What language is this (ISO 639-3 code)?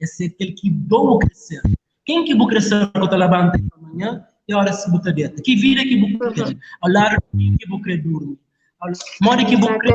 kea